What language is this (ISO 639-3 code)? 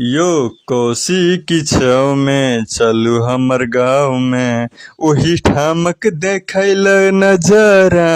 mai